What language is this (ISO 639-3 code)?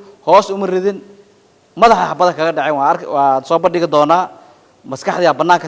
som